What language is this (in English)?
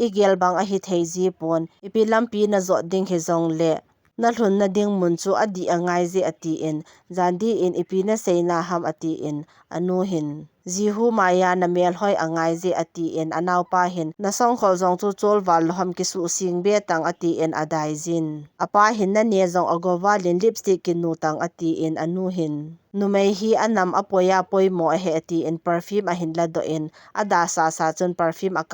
Thado Chin